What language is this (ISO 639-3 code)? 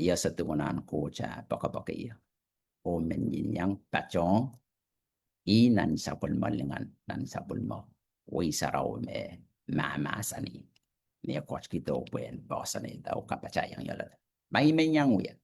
pon